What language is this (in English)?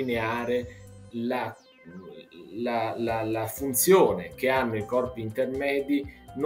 Italian